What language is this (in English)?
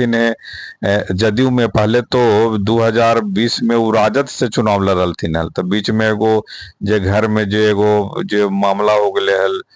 Magahi